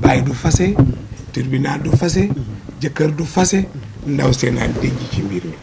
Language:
Wolof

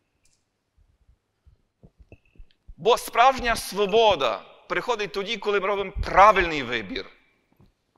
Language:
Ukrainian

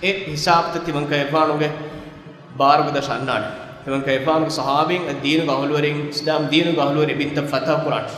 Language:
Divehi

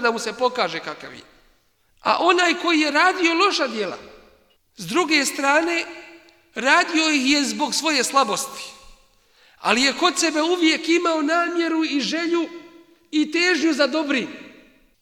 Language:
Bosnian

